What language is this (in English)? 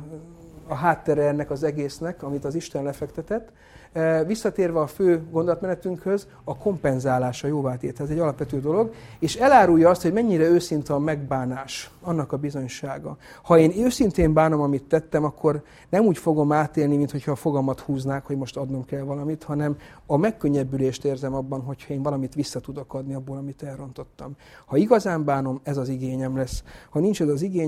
Hungarian